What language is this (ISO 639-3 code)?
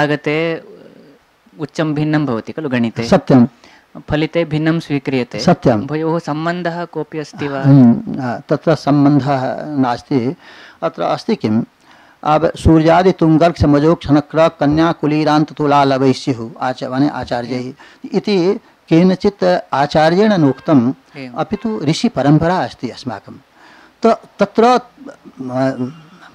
san